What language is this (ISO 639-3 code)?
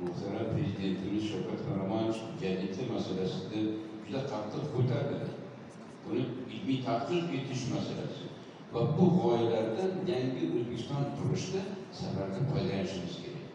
uzb